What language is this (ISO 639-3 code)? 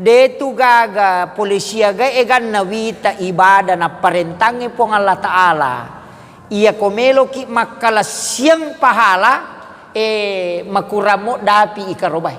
bug